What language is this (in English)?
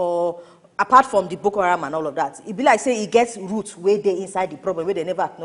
Nigerian Pidgin